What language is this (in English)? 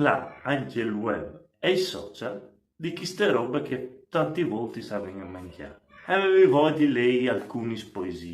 Friulian